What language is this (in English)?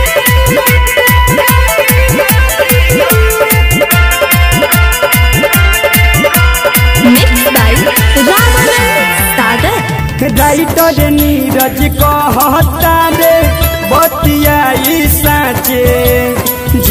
Bhojpuri